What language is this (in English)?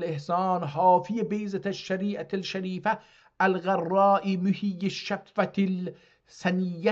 South Azerbaijani